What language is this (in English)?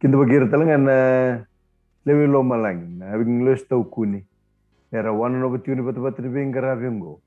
Fijian